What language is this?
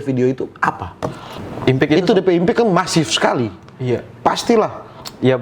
Manado Malay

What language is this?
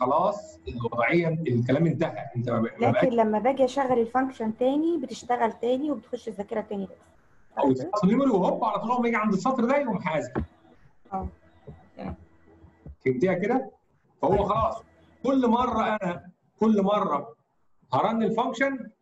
Egyptian Arabic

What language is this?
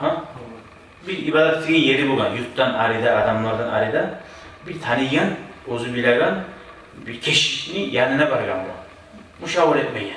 Kumyk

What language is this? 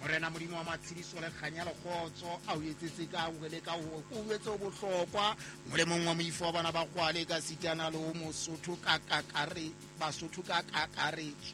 Southern Sotho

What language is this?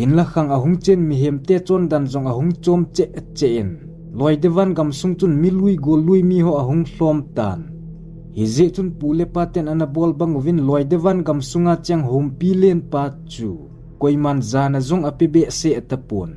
Thado Chin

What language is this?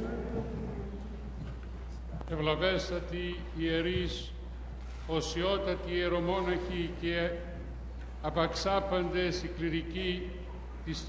Greek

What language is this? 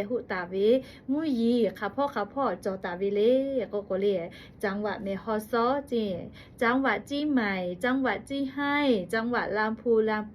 Lahu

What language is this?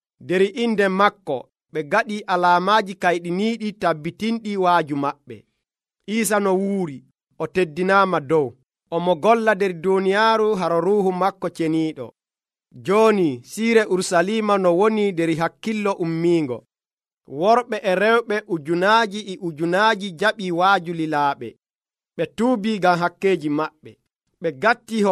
Nigerian Fulfulde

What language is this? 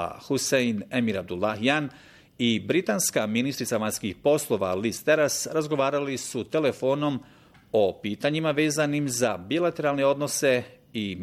Bosnian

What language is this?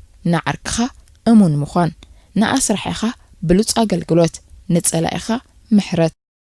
Tigrinya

